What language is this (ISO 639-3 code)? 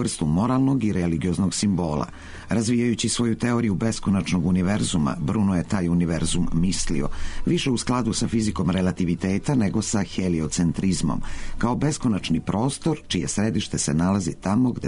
srp